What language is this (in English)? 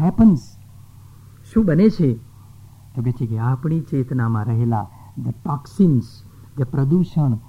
Gujarati